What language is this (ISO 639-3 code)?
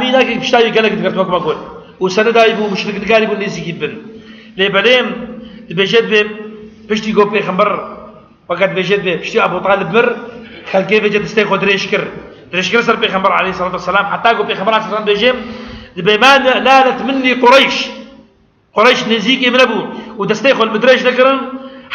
kur